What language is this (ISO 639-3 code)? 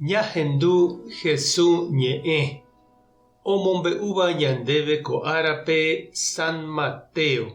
grn